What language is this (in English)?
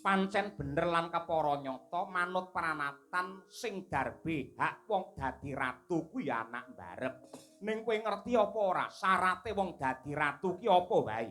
Javanese